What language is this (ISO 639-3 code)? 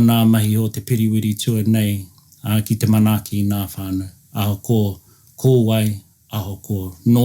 mri